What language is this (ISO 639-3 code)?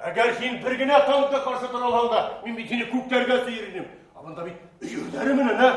bak